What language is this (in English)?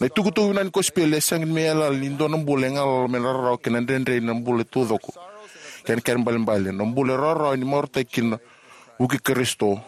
Fijian